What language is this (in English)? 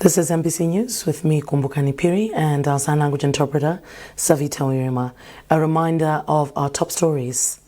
English